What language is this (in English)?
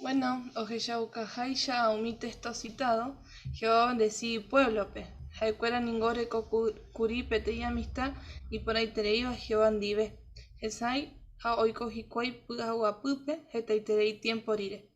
Guarani